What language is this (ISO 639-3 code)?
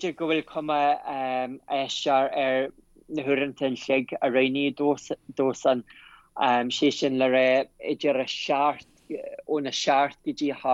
gle